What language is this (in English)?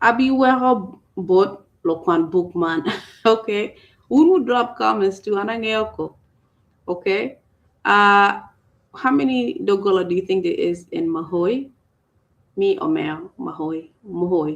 Acoli